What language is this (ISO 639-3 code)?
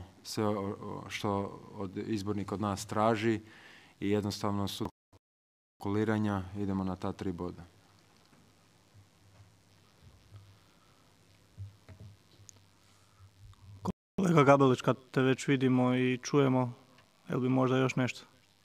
hrv